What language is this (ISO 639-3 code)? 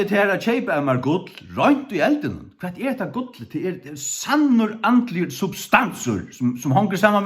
fao